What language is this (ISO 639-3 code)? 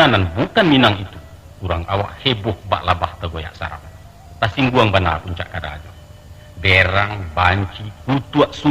min